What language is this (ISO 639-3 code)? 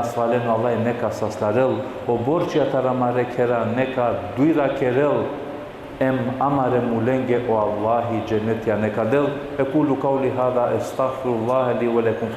rmn